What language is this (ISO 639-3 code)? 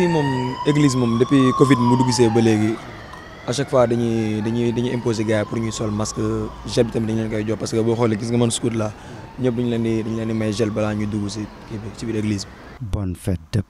wol